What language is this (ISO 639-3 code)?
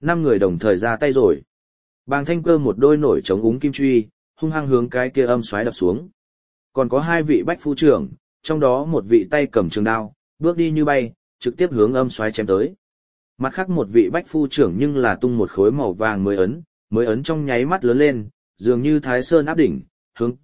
vie